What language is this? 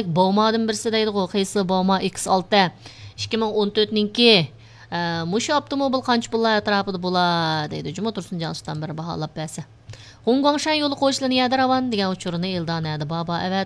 Uyghur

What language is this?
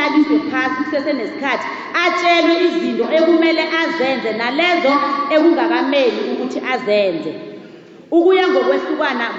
South Ndebele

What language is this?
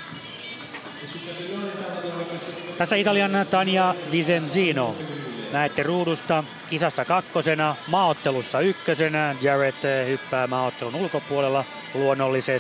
Finnish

